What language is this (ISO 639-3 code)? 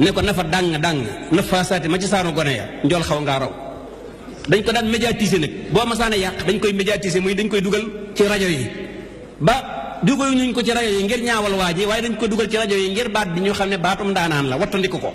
wol